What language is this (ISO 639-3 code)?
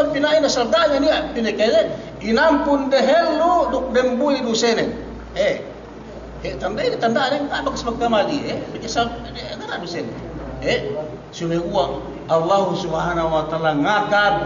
yka